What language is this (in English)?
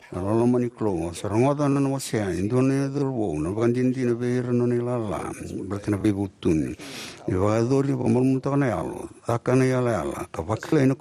Fijian